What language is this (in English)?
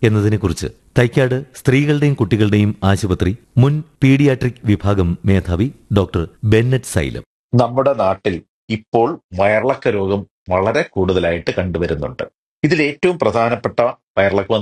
Malayalam